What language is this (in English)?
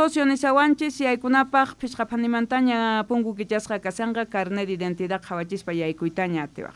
South Bolivian Quechua